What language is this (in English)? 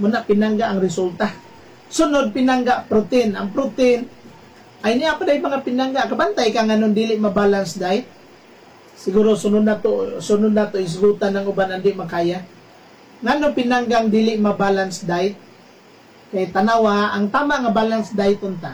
Cebuano